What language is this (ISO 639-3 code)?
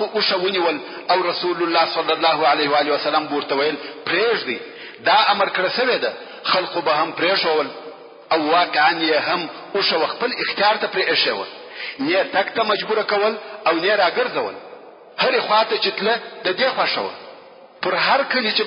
pus